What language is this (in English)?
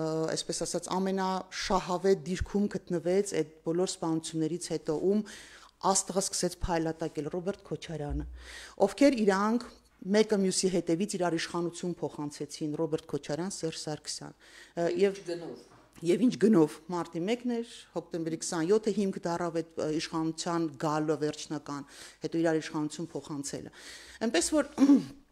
Armenian